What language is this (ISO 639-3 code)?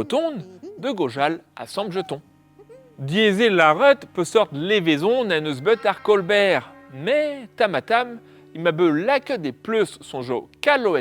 bre